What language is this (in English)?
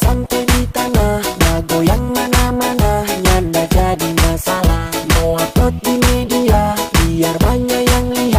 Manado Malay